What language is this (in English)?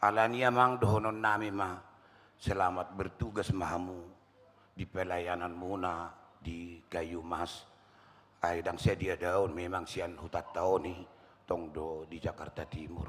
Batak Toba